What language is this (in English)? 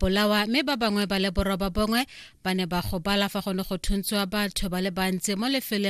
Tswana